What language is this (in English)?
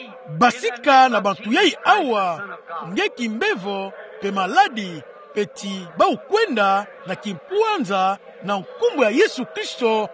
Kituba (Democratic Republic of Congo)